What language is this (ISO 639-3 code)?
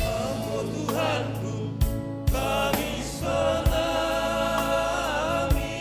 bts